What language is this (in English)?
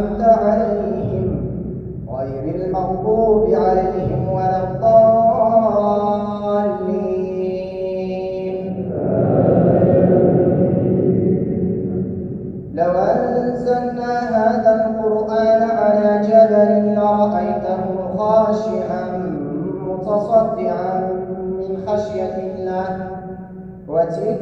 Arabic